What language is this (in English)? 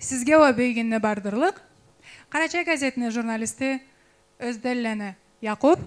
Karachay-Balkar